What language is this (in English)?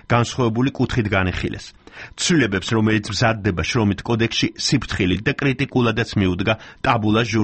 Georgian